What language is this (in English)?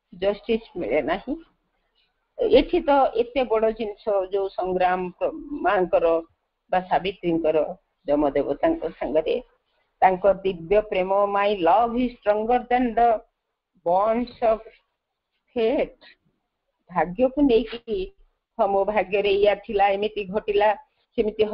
Odia